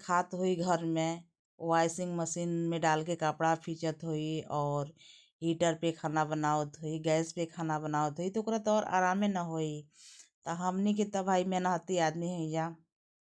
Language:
Bhojpuri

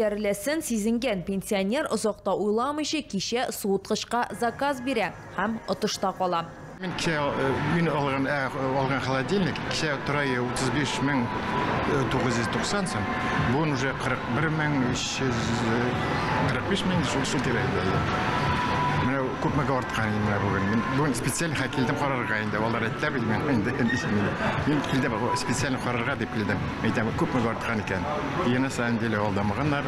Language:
Tatar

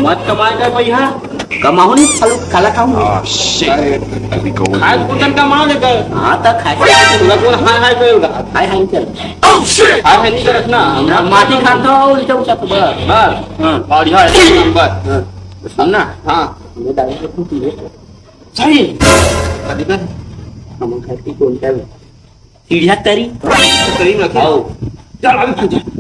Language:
Chhattisgarhi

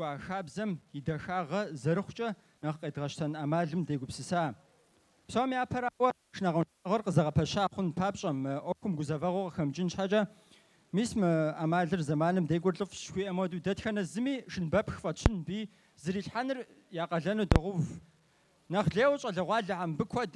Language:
Kabardian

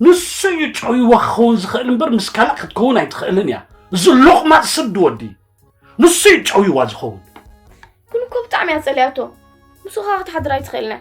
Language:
Tigrinya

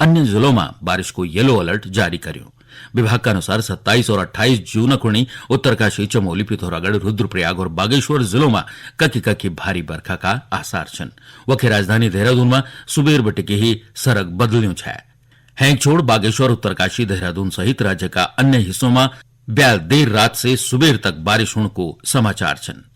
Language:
Garhwali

